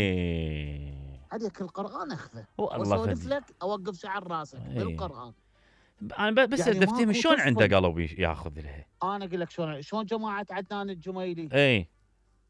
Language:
Mesopotamian Arabic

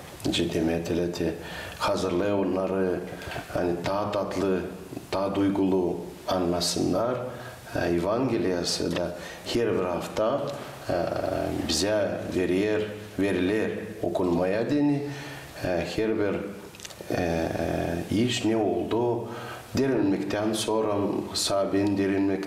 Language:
Gagauz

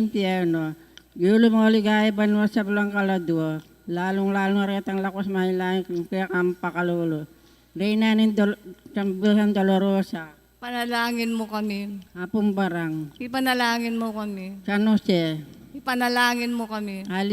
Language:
Pampanga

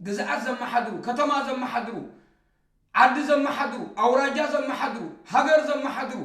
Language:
Tigrinya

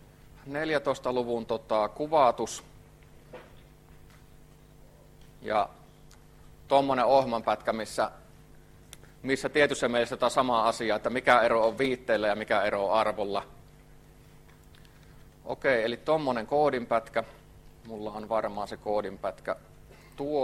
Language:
Finnish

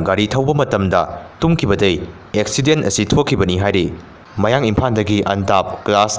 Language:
Manipuri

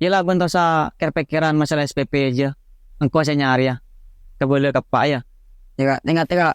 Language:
Madurese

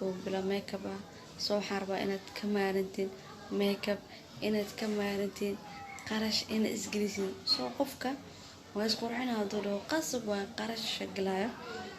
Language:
Somali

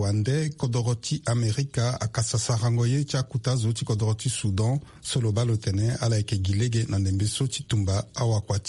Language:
Sango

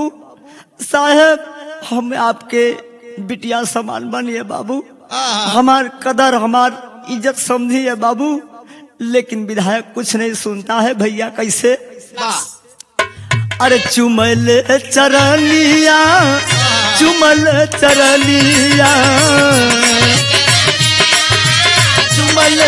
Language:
Bhojpuri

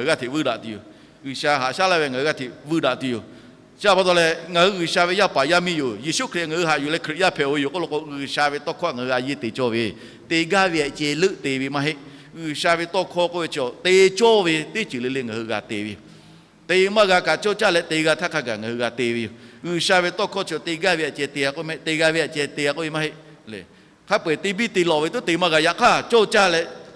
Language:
Lahu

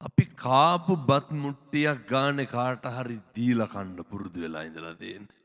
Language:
Sinhala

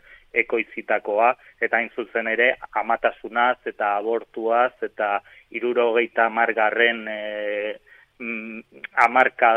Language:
Basque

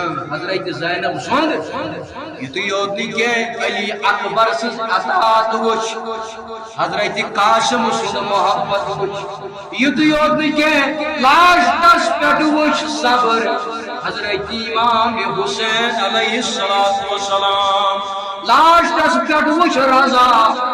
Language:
Kashmiri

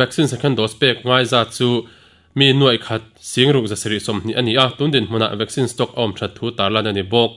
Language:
Mizo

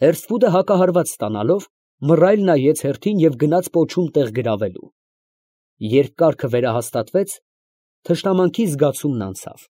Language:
Armenian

